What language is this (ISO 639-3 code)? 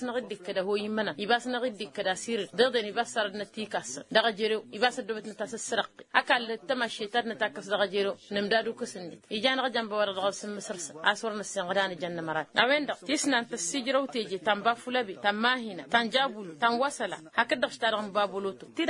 taq